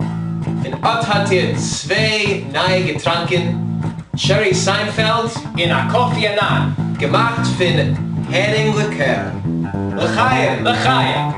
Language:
Yiddish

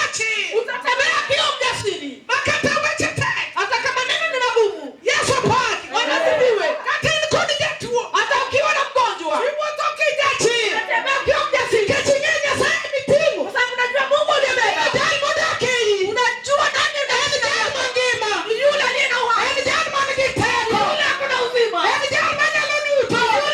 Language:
Luo (Kenya and Tanzania)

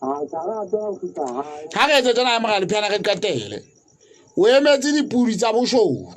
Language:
Southern Sotho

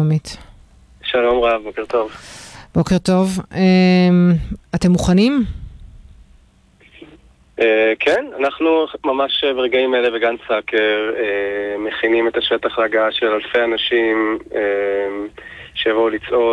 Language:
Hebrew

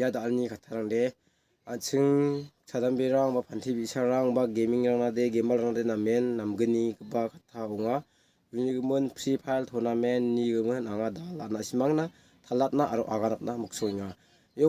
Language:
Garo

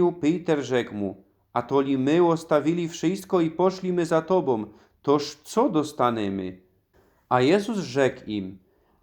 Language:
Silesian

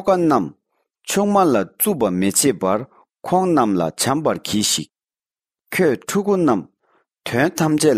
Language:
Tibetan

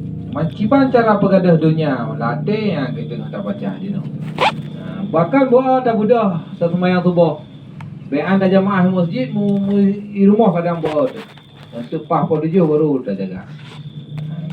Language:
Achinese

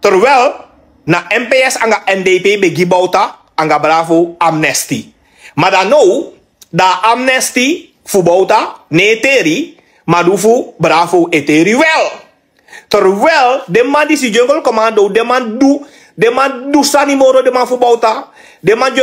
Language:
Sranan Tongo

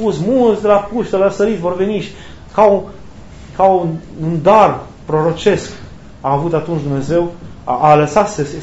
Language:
Romanian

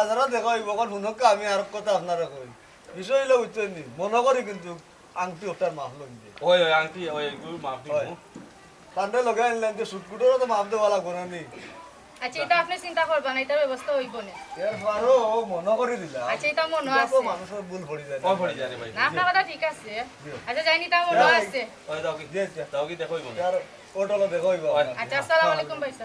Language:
Sylheti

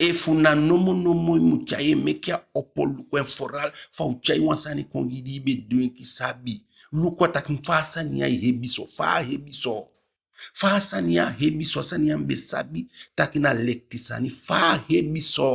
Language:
Eastern Maroon Creole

